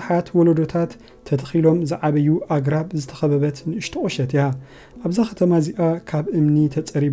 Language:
Tigrinya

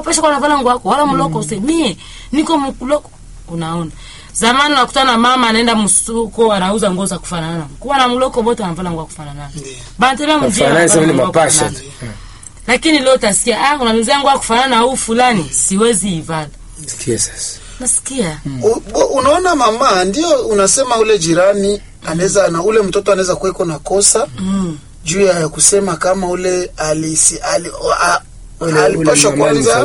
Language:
Swahili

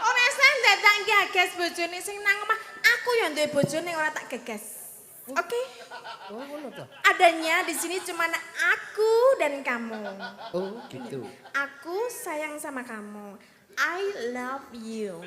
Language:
Javanese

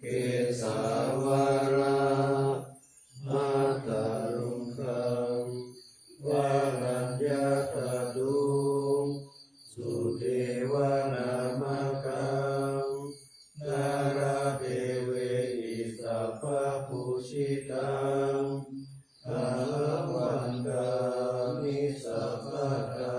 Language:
Pali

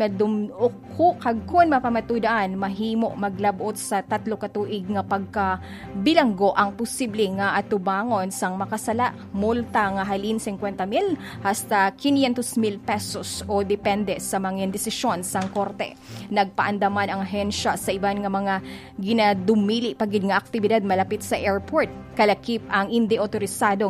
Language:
Hiligaynon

